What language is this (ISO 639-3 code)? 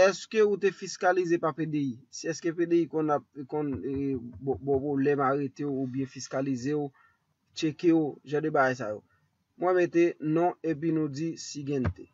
hat